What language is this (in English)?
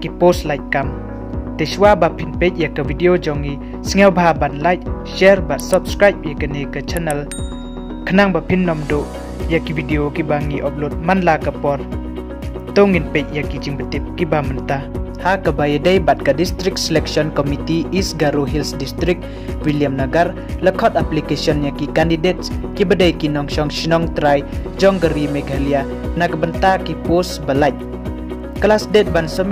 Khasi